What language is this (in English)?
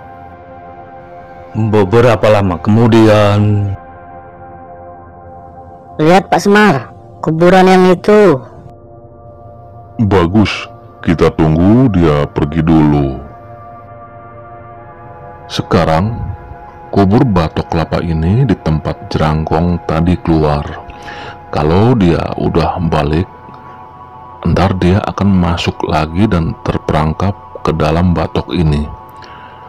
Indonesian